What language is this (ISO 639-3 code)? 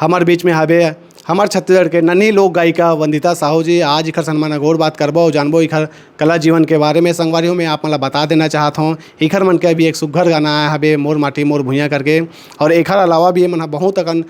hne